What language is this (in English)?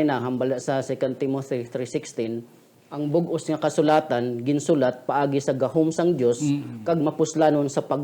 Hiligaynon